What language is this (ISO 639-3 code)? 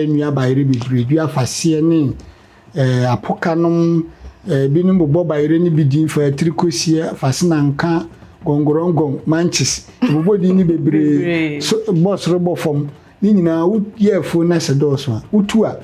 aka